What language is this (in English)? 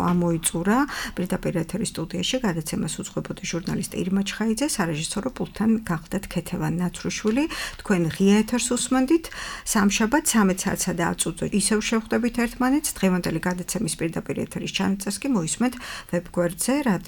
Georgian